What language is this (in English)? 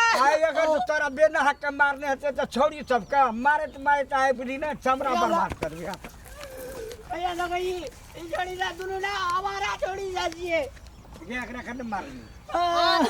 Maithili